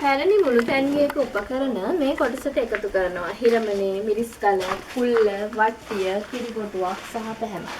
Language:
Sinhala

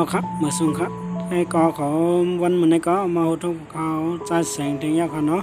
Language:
Shan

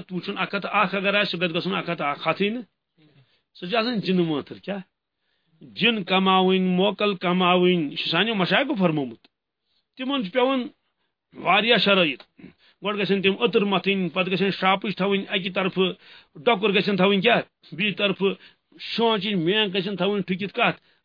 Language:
Kashmiri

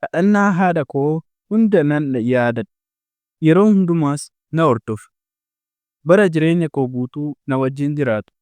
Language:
Oromo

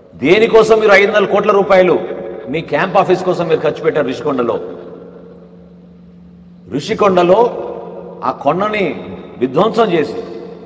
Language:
Telugu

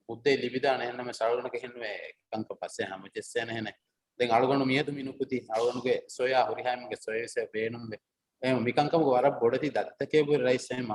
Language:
Divehi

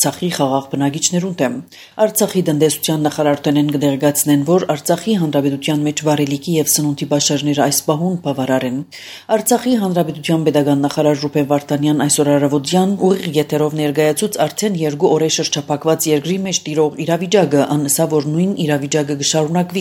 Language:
Armenian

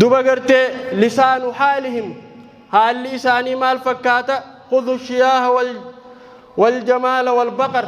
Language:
Oromo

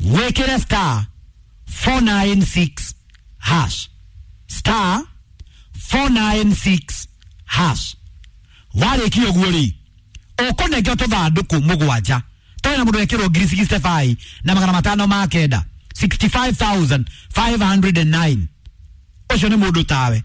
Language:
Kikuyu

